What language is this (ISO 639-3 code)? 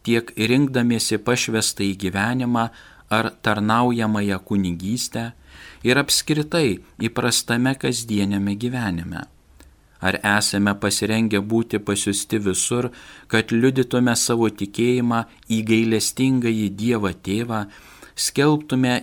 lit